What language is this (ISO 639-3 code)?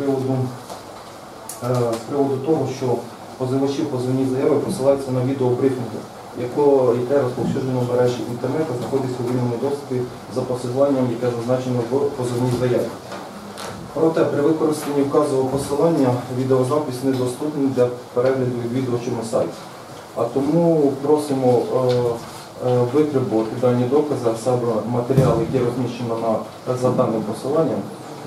ukr